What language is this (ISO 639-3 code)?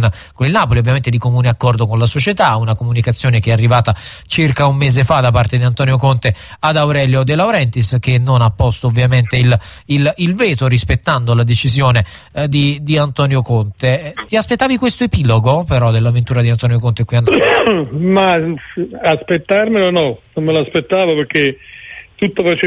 ita